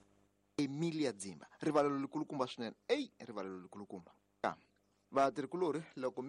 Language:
Tsonga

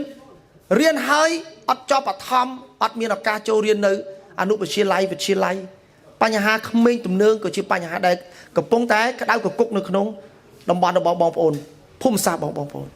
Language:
Khmer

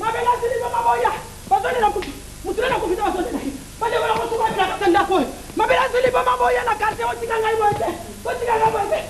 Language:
Lingala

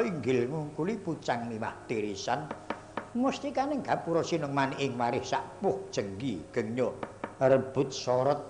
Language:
Javanese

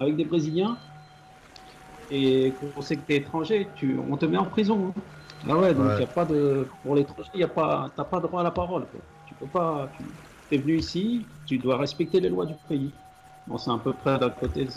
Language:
French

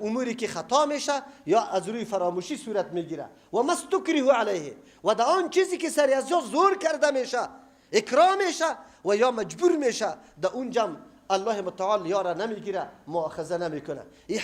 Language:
Persian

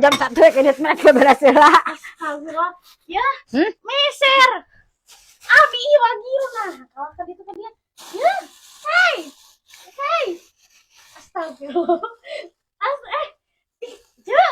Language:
Sundanese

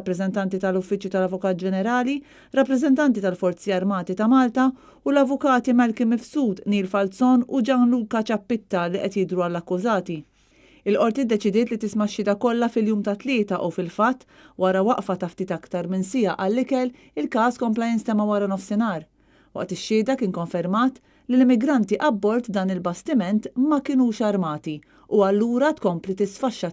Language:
Maltese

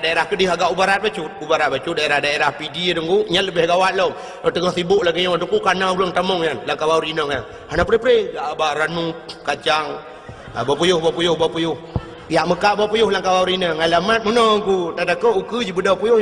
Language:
Achinese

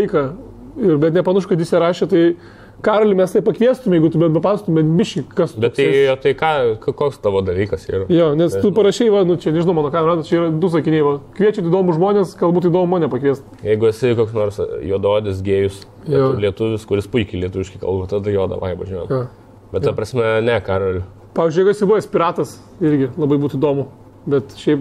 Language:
Lithuanian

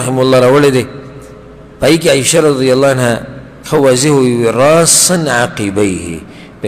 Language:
Pashto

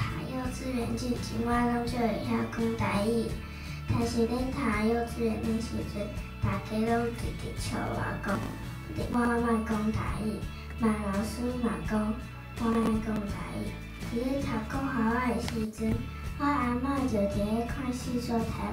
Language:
Min Nan Chinese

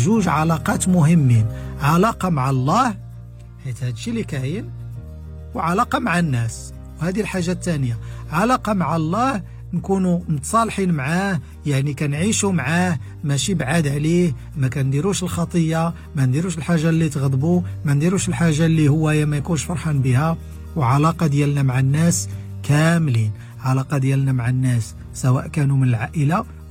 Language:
Moroccan Arabic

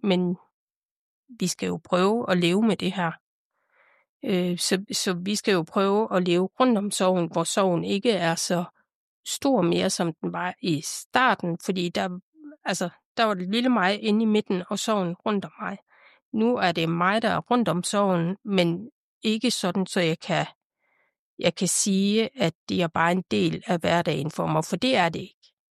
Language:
Danish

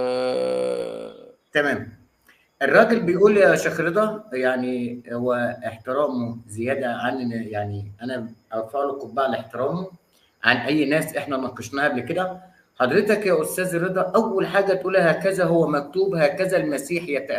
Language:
Egyptian Arabic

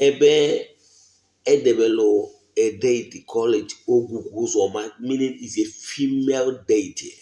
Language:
Igbo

